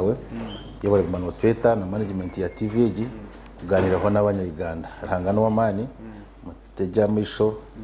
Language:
Nyankole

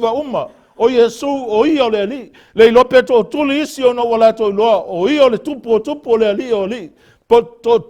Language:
Samoan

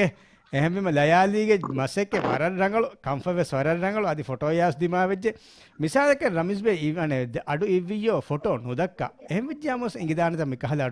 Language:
Divehi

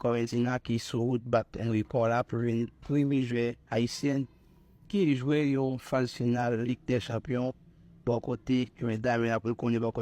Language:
Haitian Creole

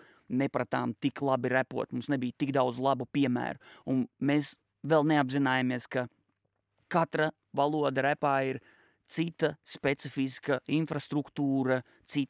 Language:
Latvian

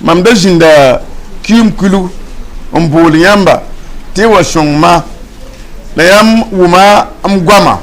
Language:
Mossi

